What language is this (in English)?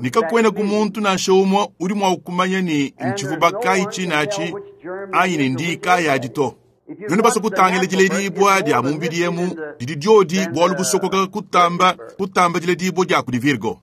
Luba-Lulua